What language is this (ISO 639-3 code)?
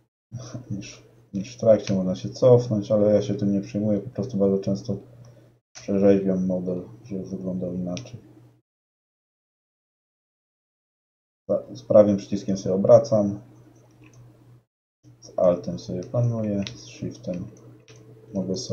pol